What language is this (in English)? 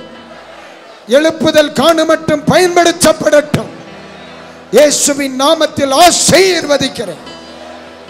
Tamil